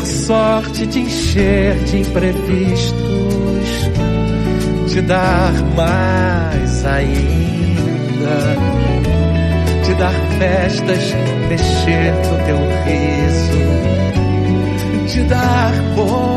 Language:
Portuguese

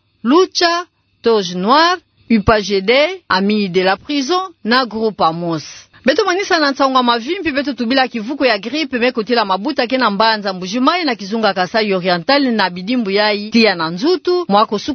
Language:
Kituba (Democratic Republic of Congo)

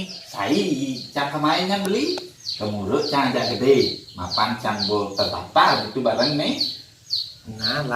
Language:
Balinese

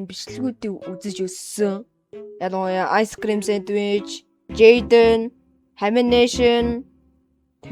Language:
Mongolian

